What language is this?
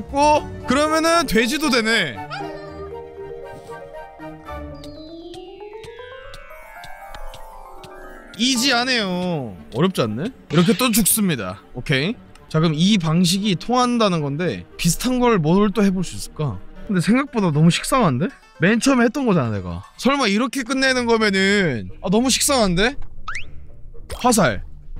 Korean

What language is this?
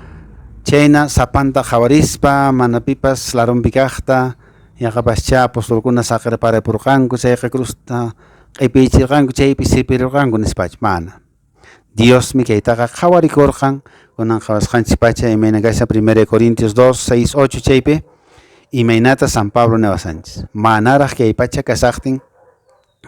Quechua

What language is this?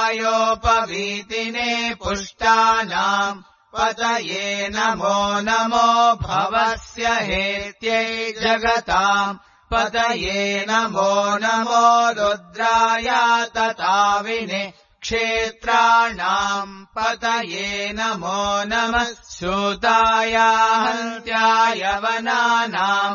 Sanskrit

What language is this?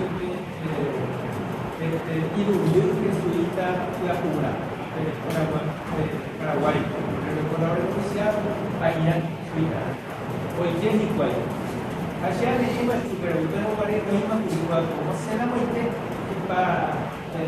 Guarani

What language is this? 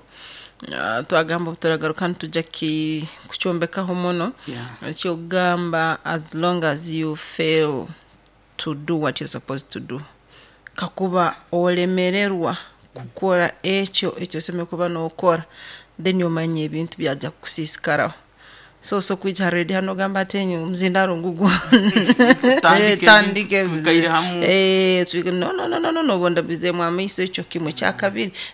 Nyoro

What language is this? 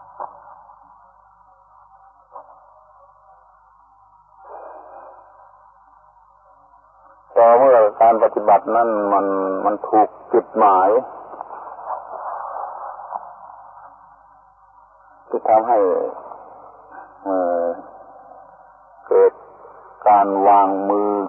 Thai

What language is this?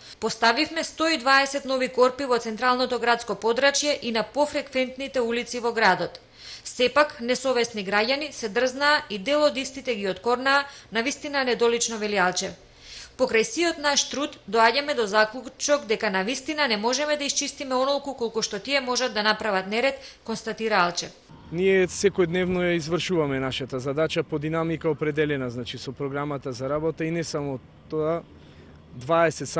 Macedonian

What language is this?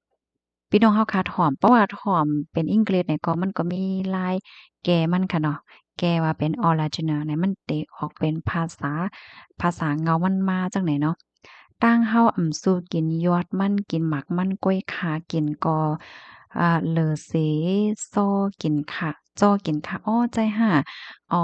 Shan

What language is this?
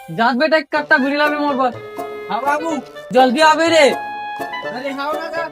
Chhattisgarhi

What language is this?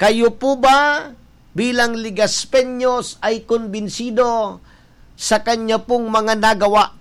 Bikol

